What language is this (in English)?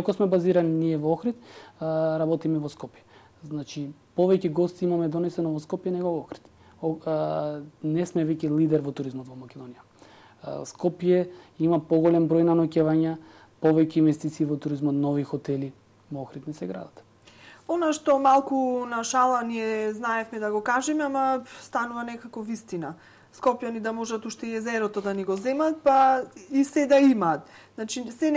Macedonian